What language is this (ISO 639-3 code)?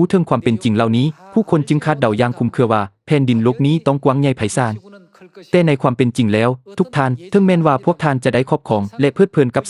lao